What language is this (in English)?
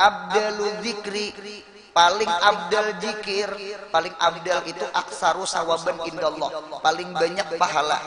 Banjar